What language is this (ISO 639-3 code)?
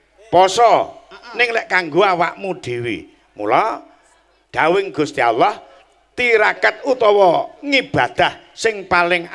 jav